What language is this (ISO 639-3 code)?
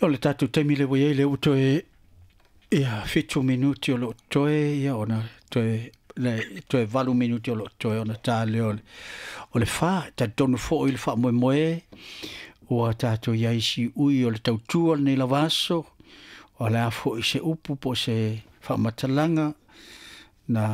smo